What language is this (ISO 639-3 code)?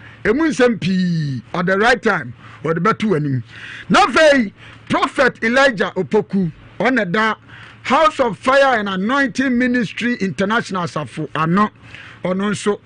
aka